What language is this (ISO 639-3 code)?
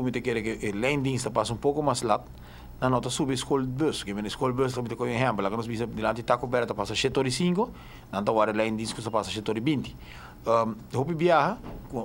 pap